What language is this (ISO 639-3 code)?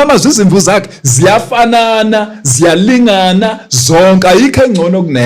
zul